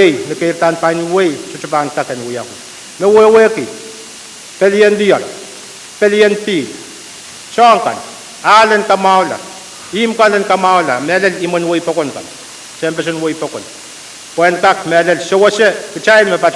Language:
Pohnpeian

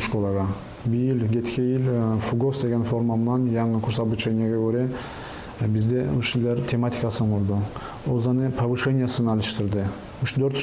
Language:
Kumyk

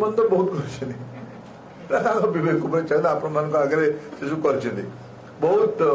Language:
Odia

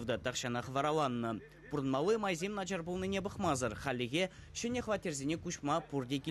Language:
Chuvash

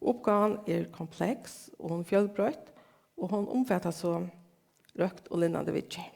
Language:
Faroese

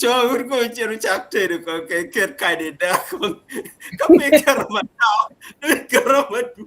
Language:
Acoli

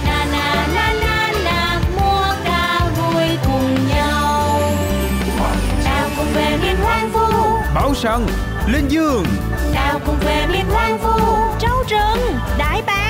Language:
Vietnamese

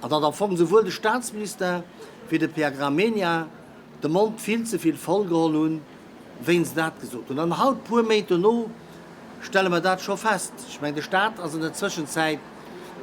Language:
Luxembourgish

